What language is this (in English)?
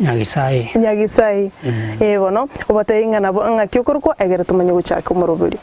Gusii